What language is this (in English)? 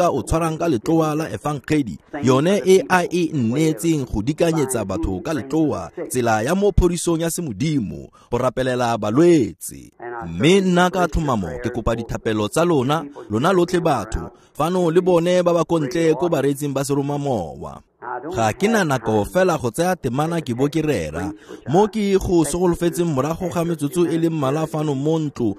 Tswana